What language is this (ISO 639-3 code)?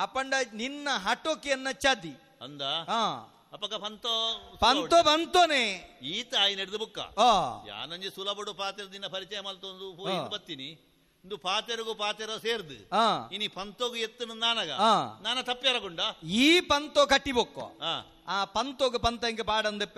tcy